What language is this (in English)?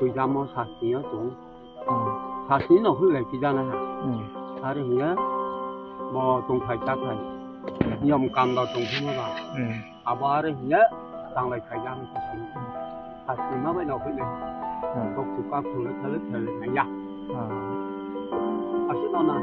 Riang (India)